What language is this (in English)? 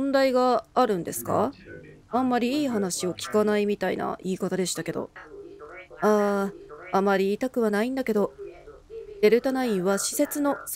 Japanese